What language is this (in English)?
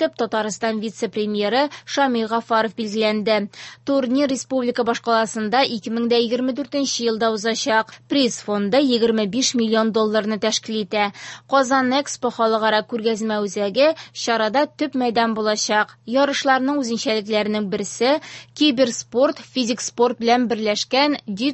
Tatar